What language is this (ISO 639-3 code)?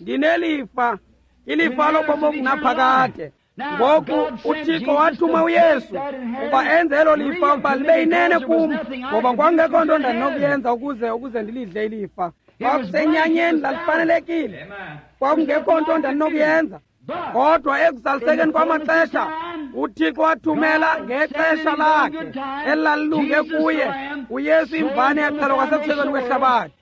xho